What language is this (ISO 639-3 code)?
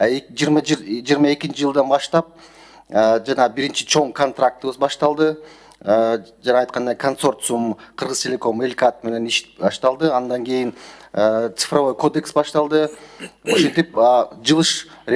kir